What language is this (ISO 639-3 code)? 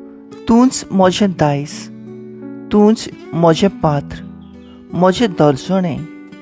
kok